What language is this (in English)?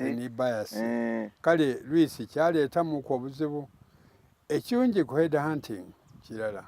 Soga